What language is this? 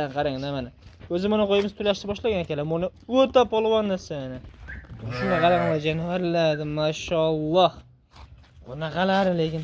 Uzbek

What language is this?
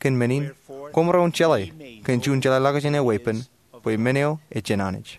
Marshallese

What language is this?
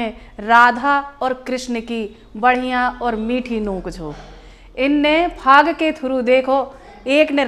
Hindi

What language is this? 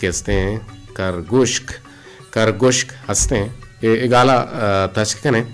Eastern Balochi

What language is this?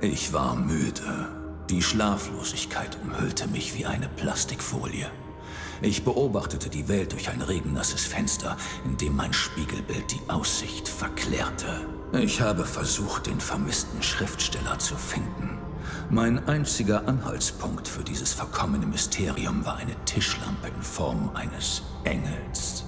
Bavarian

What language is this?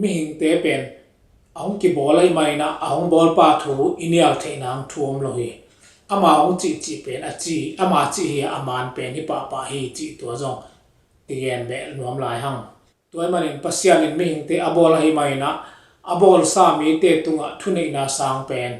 Tedim Chin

